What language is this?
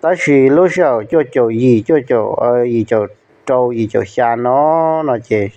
Hmong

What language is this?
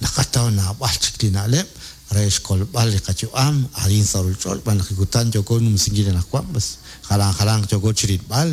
Kekchí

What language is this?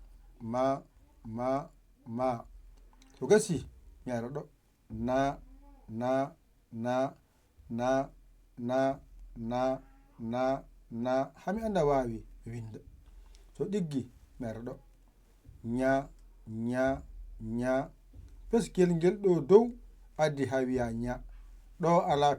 Fula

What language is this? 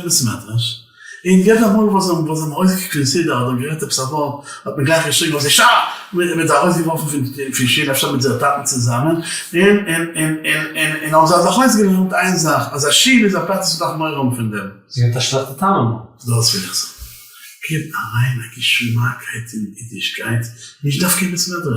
Yiddish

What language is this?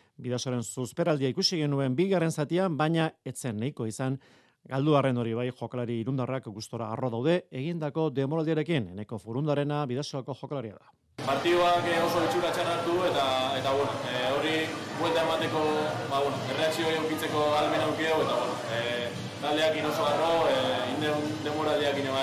Basque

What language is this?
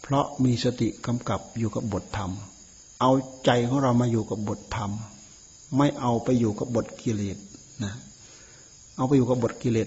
Thai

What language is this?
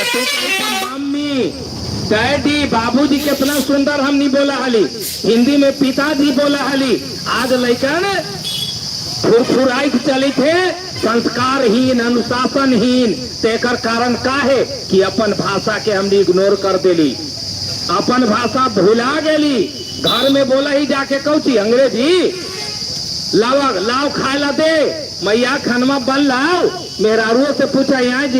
Magahi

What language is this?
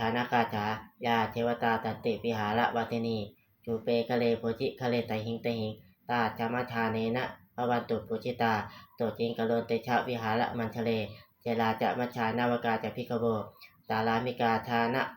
Pali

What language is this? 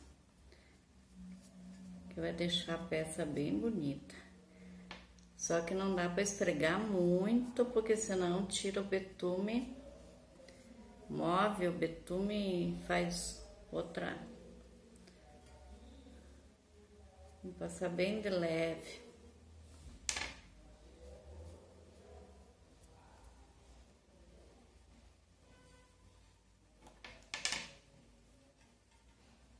Portuguese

